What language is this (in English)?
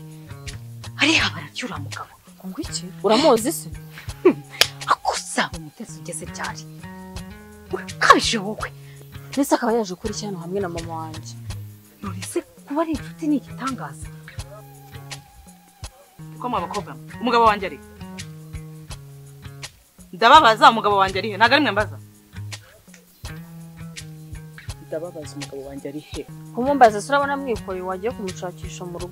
Kinyarwanda